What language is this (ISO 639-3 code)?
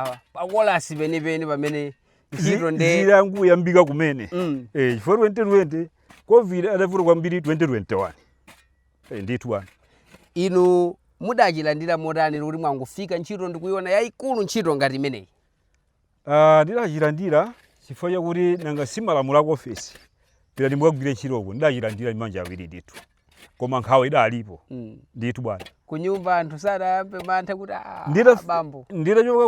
nya